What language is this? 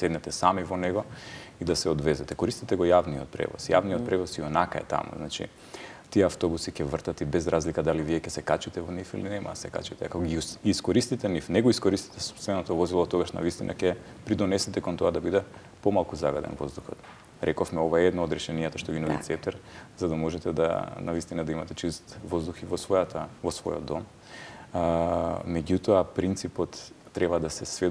Macedonian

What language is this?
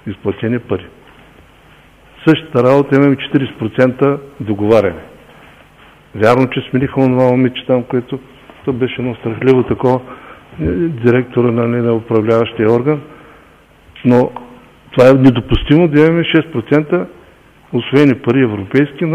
Bulgarian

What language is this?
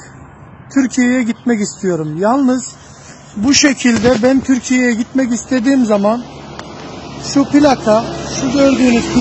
Turkish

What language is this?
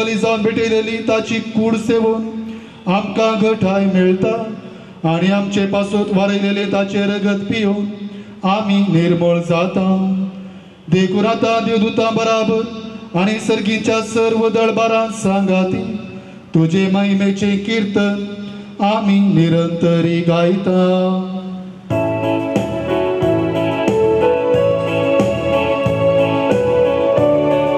Konkani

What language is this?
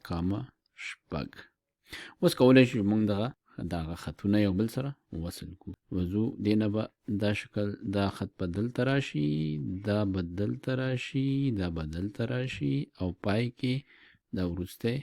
Pashto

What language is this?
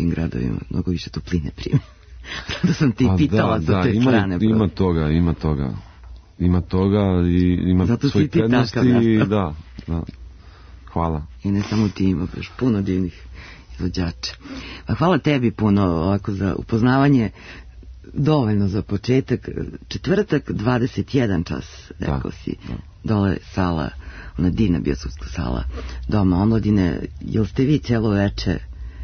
Serbian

